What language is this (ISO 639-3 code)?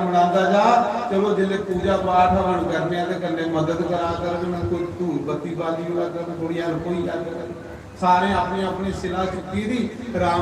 doi